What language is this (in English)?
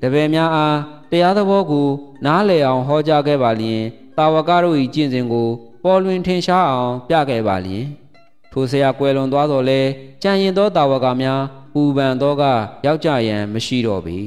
Burmese